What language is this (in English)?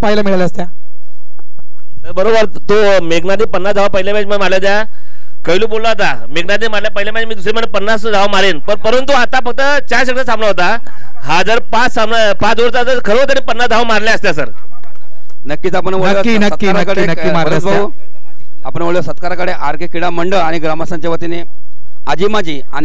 Marathi